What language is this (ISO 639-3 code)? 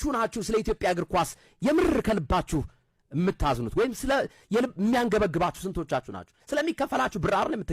amh